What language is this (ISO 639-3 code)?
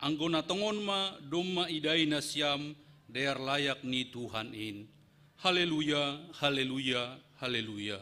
bts